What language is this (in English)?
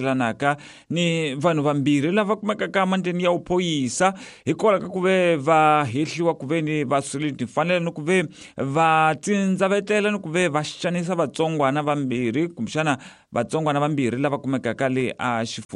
Tsonga